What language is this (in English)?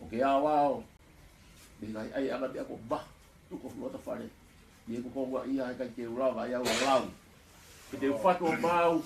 Tongan